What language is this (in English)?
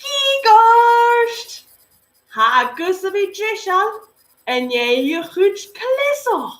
Scottish Gaelic